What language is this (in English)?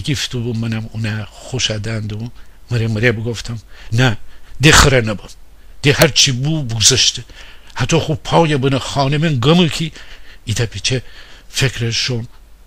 Gilaki